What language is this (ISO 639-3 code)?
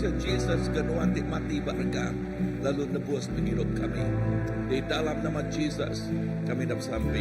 iba